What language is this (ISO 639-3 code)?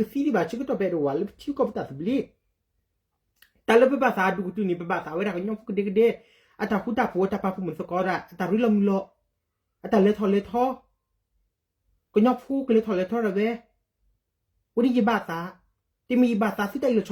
ksw